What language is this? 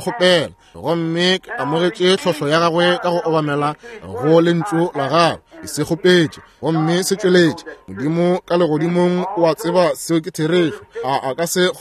Northern Sotho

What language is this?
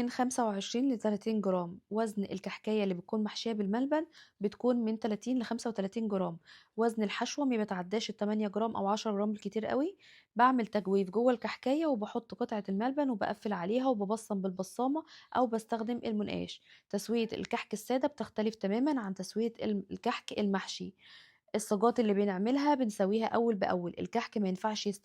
Egyptian Arabic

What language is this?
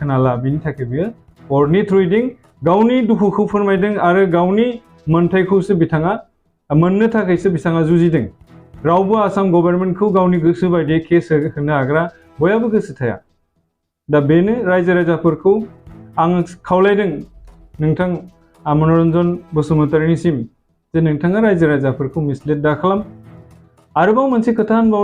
Bodo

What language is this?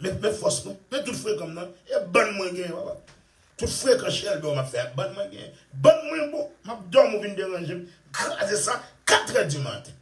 Haitian Creole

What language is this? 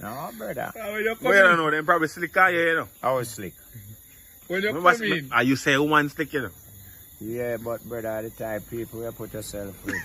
Jamaican Creole English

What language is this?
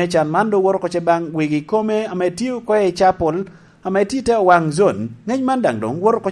Lango (Uganda)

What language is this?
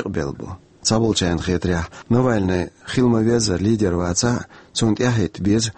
Chechen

